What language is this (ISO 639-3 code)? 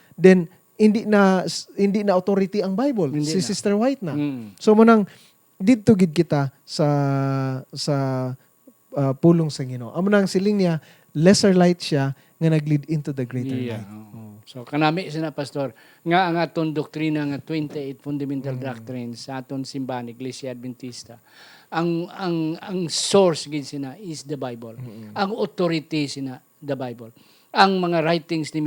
hil